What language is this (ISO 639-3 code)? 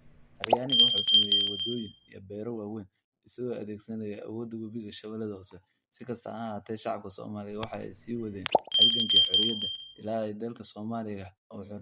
som